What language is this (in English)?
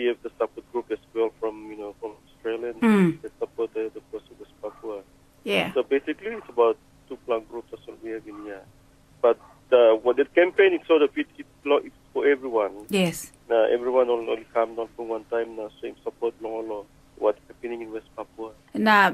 Tok Pisin